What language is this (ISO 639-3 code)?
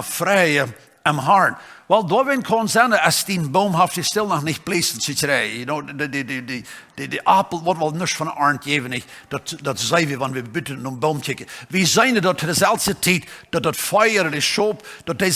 pdt